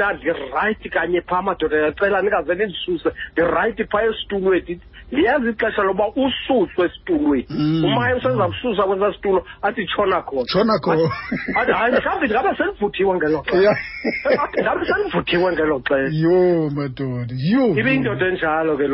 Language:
Xhosa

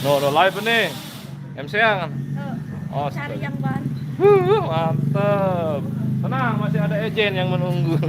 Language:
Sasak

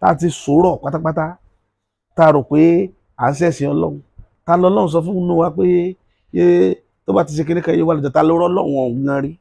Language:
Yoruba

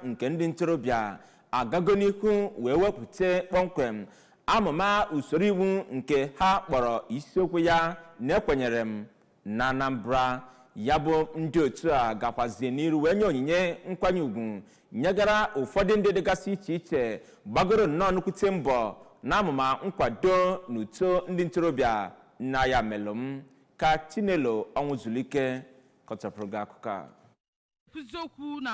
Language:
Igbo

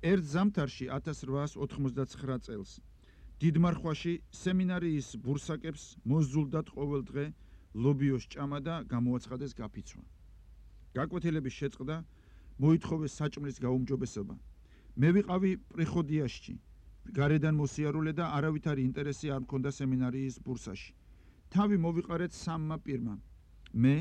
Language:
Georgian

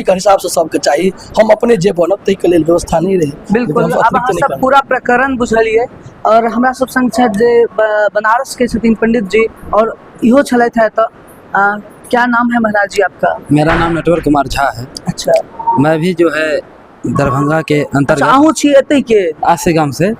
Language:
Maithili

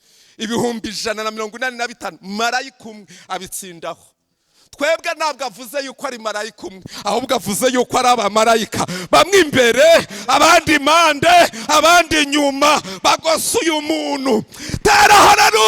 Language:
Kinyarwanda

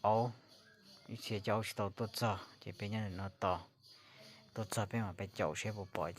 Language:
Hmong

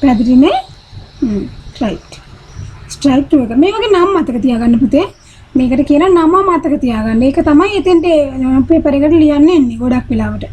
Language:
Sinhala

